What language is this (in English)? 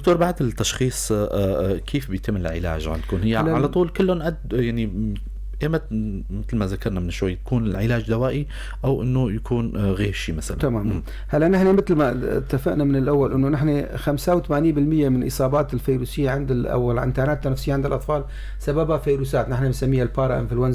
North Levantine Arabic